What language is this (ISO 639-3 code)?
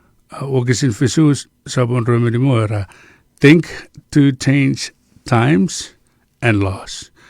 chk